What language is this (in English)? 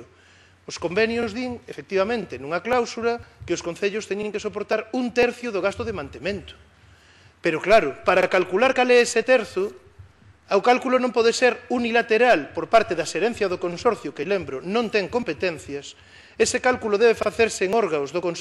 Galician